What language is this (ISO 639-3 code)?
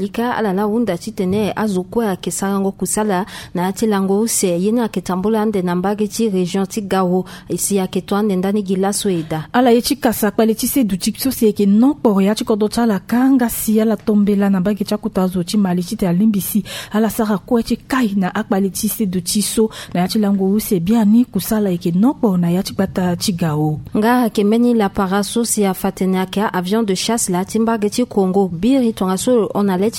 sag